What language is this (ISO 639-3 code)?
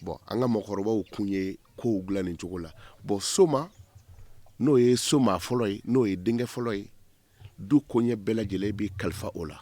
bam